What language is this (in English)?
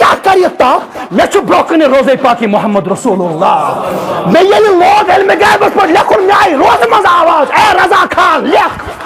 Kashmiri